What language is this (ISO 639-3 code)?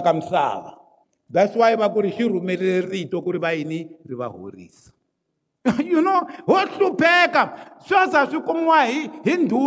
tso